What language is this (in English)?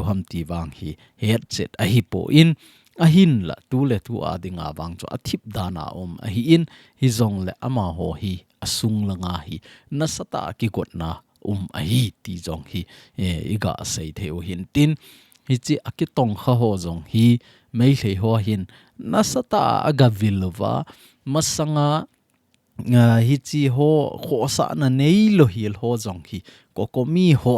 Thado Chin